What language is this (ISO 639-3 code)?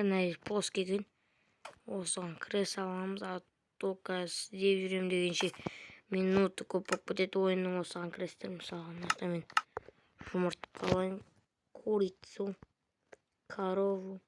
kaz